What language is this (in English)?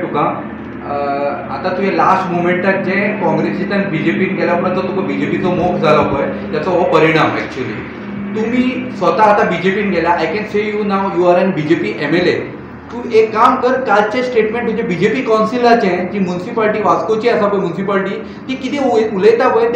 Konkani